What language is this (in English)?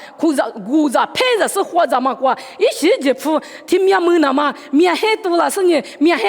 Lisu